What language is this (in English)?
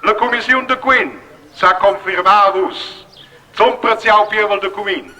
Romansh